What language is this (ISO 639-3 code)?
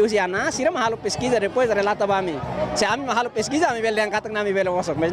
tet